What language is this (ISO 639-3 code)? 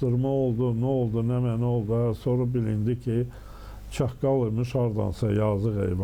aze